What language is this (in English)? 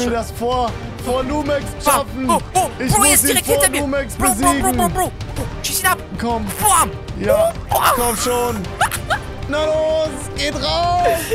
German